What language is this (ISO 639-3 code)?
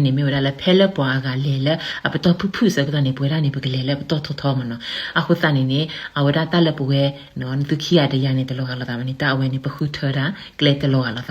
ksw